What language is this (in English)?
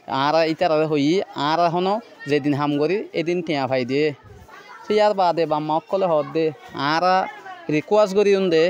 Rohingya